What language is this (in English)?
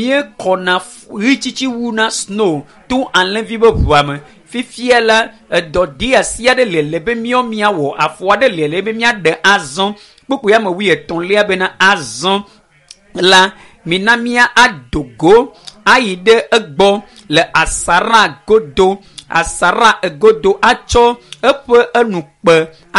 Ewe